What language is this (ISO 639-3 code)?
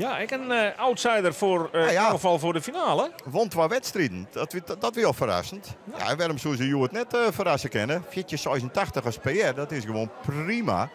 fry